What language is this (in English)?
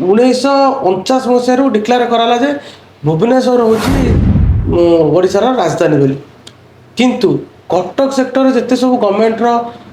Odia